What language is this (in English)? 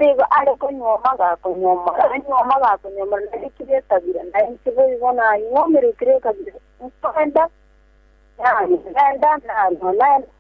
Gusii